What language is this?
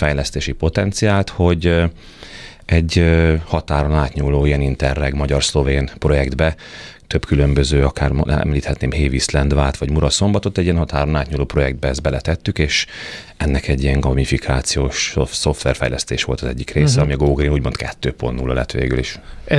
Hungarian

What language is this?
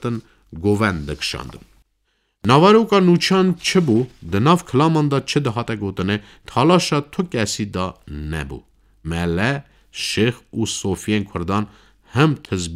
Kurdish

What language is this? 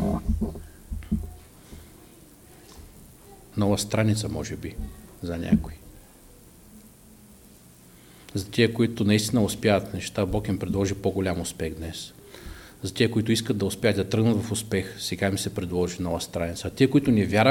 Bulgarian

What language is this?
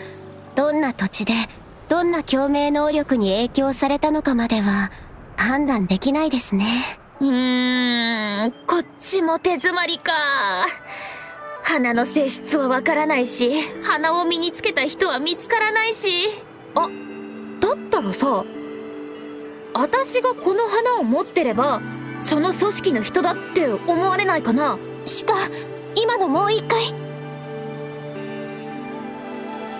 Japanese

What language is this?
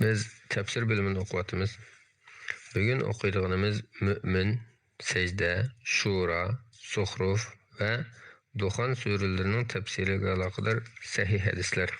Uyghur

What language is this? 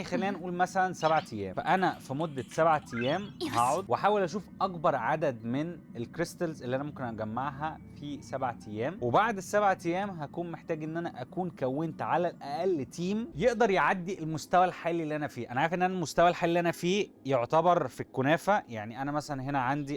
Egyptian Arabic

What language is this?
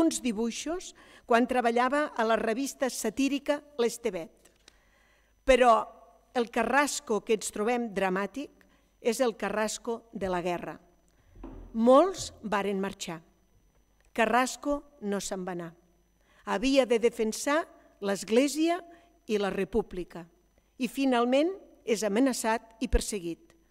Catalan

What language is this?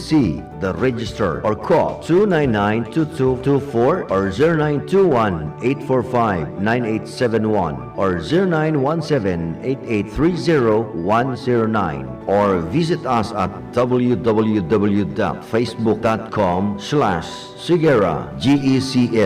Bikol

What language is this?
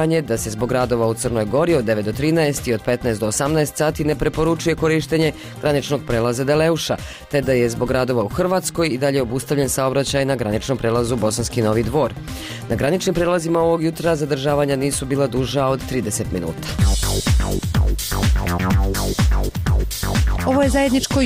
Bosnian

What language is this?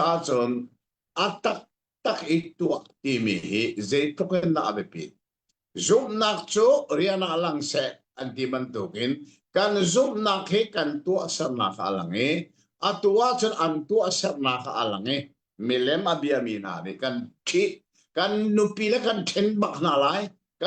Hakha Chin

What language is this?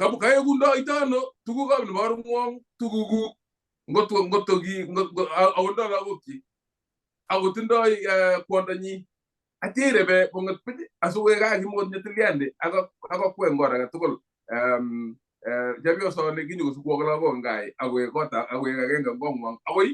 Kalenjin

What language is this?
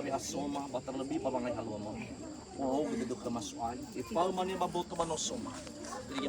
Nias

